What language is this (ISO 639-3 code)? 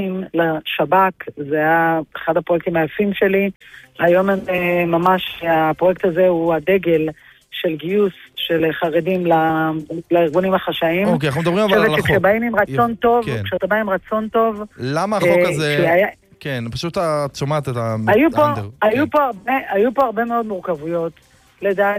heb